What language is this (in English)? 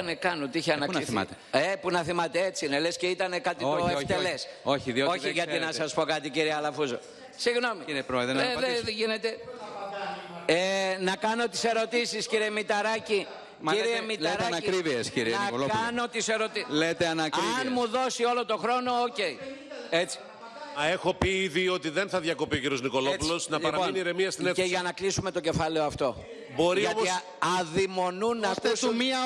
Greek